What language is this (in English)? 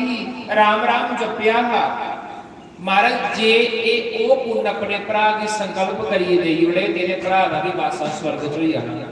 Dogri